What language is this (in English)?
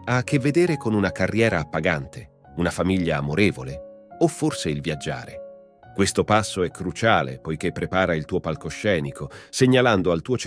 Italian